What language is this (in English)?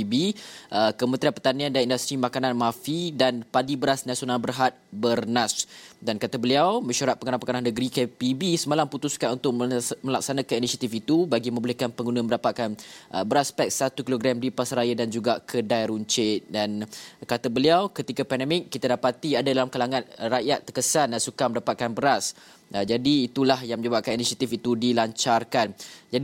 Malay